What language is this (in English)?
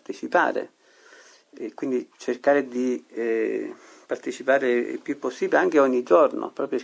Italian